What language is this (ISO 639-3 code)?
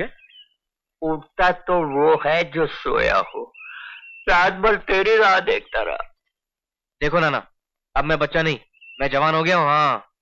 hin